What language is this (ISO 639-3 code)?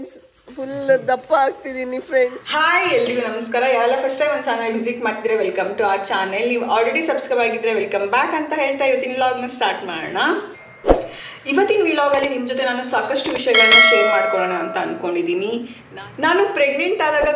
kan